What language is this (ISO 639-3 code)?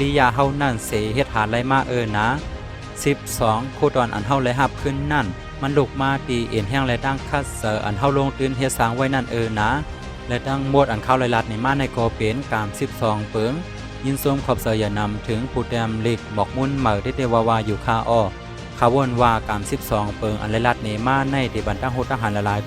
shn